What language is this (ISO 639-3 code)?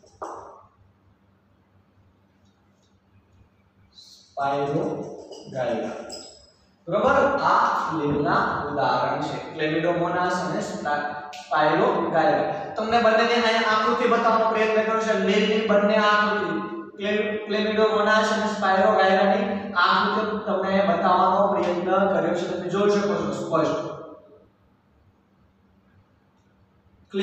guj